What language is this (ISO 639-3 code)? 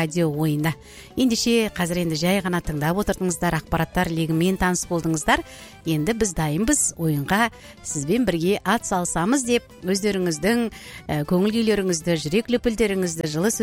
kaz